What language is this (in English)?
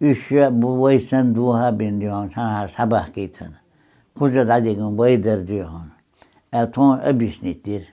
Chechen